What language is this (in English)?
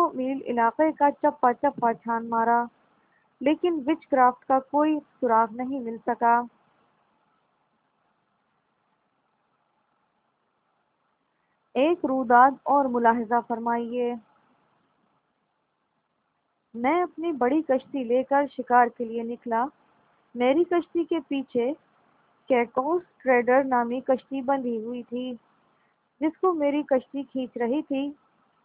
Urdu